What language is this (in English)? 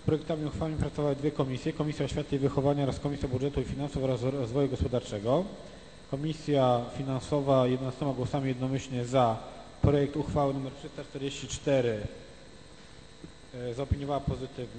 Polish